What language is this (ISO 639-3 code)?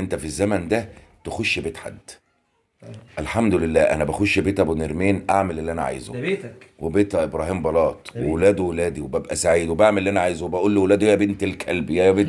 arz